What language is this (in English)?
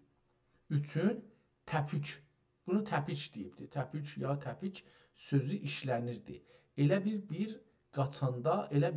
South Azerbaijani